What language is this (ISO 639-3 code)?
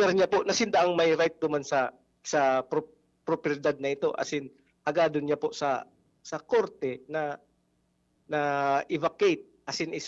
bik